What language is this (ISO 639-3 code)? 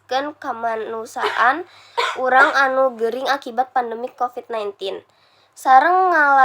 sun